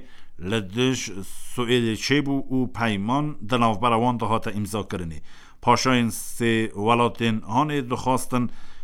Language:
Kurdish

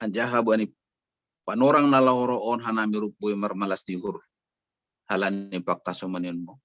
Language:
Batak Simalungun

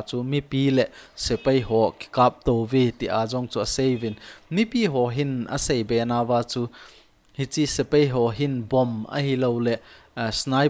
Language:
Thado Chin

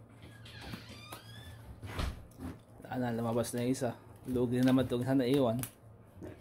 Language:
Filipino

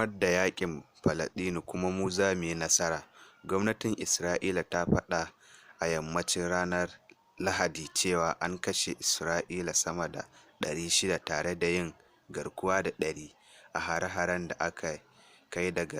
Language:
Hausa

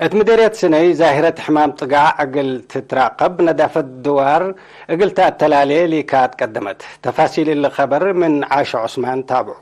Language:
Tigre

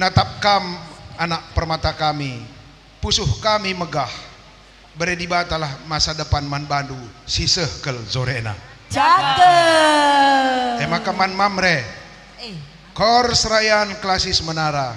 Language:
Batak Karo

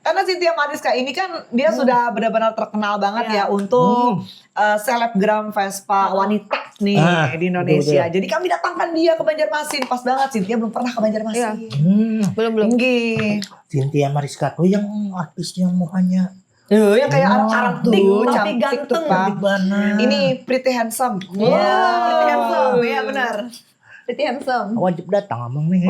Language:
Banjar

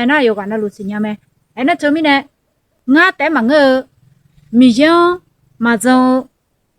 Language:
Akha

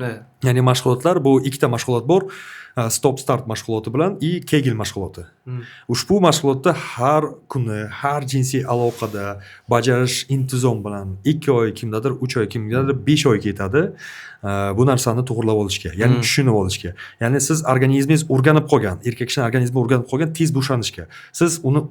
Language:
Uzbek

